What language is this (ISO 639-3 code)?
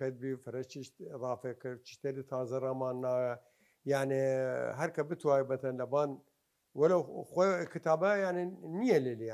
sdh